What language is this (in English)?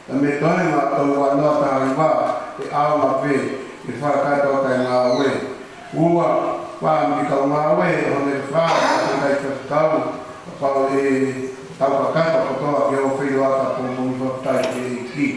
Tongan